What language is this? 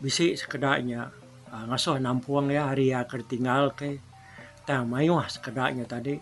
Iban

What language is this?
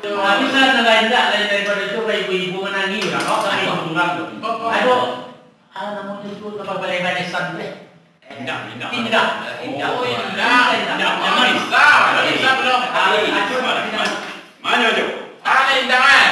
Minangkabau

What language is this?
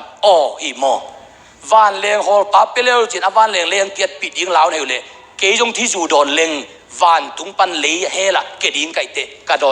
Tedim Chin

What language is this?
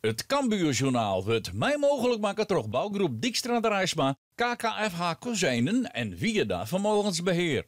Western Frisian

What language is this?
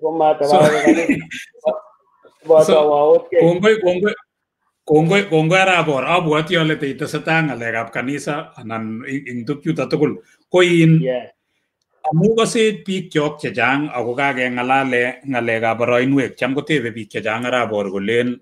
Kalenjin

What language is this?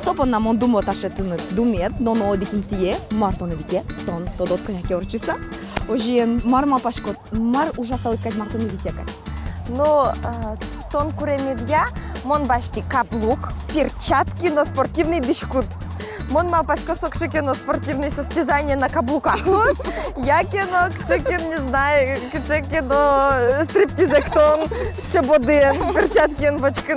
Udmurt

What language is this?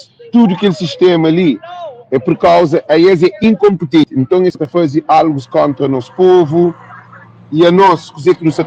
Kabuverdianu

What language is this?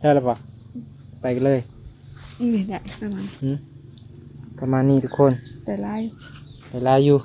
Northeastern Thai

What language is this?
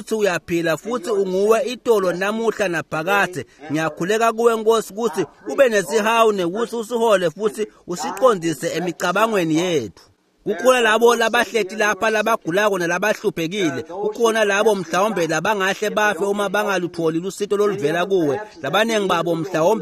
Swati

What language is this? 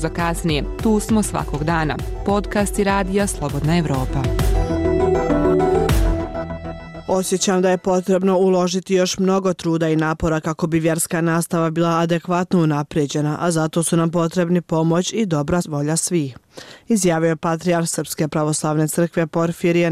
Bosnian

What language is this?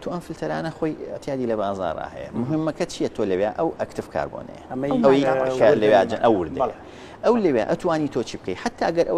Central Kurdish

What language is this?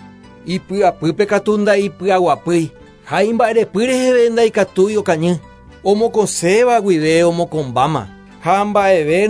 Guarani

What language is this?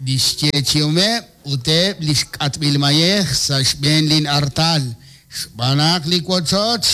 Kekchí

